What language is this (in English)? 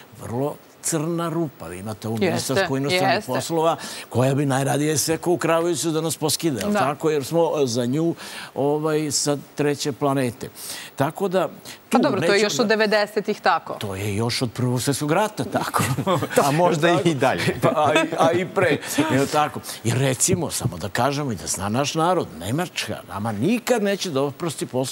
Serbian